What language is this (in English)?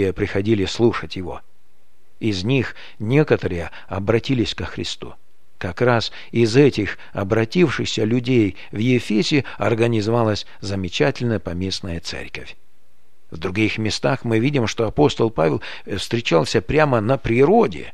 Russian